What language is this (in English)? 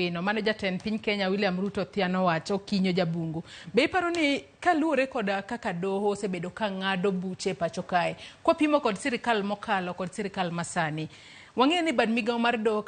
Luo (Kenya and Tanzania)